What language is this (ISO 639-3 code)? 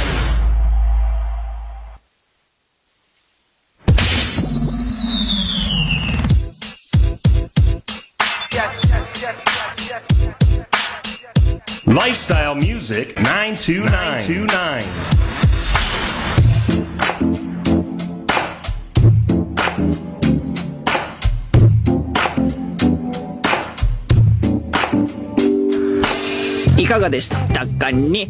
jpn